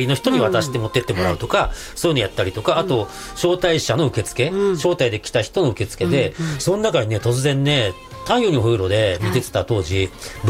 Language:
Japanese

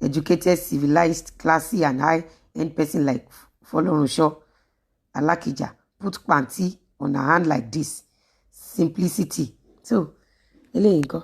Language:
Yoruba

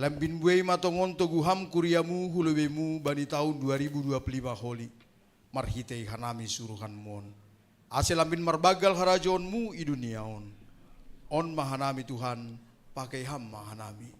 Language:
Batak Simalungun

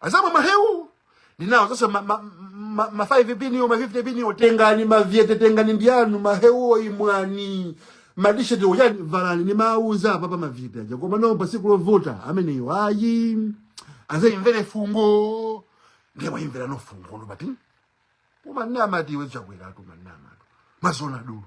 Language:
Nyanja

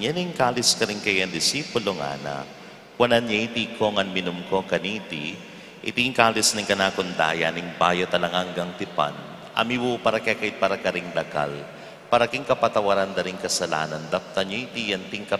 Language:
Pampanga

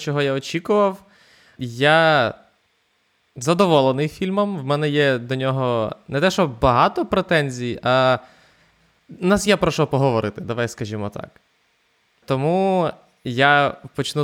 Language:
Ukrainian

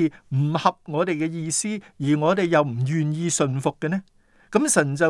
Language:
Cantonese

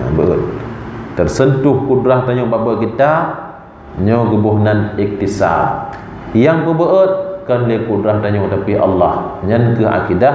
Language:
Achinese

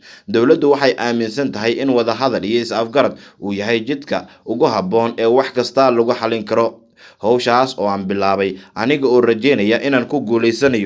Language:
Somali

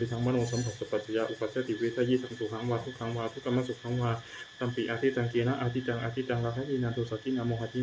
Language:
Pali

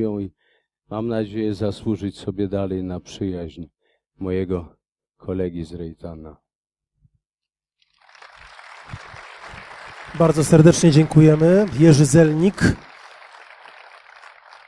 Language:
Polish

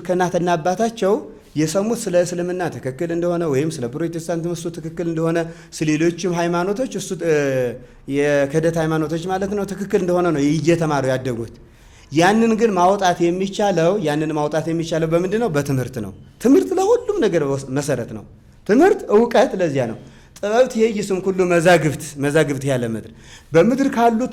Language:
Amharic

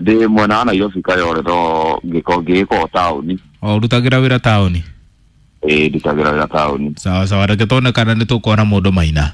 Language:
Kikuyu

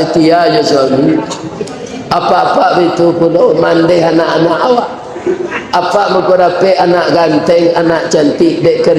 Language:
Minangkabau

